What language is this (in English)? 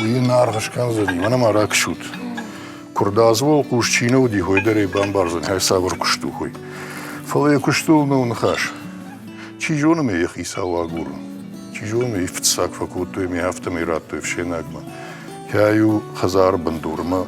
Ossetic